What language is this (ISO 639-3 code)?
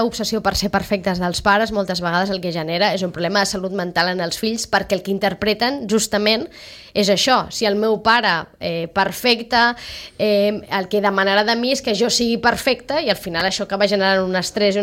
cat